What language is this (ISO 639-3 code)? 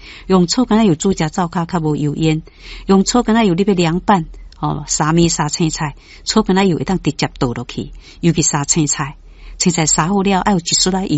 nan